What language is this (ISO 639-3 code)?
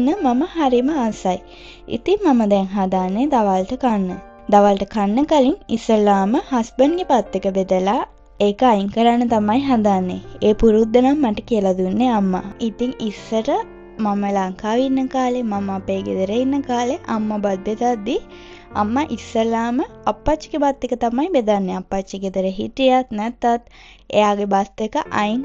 sin